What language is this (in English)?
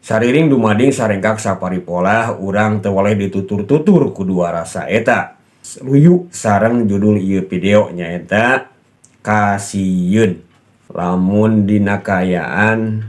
Sundanese